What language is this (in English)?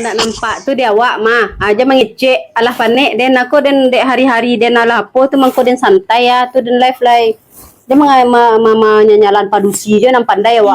Minangkabau